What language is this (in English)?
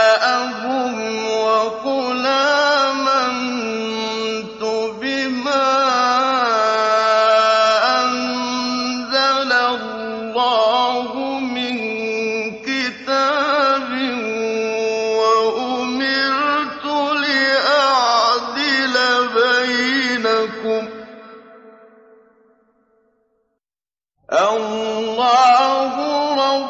Arabic